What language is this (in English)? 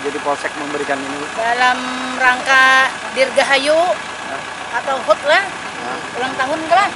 Banjar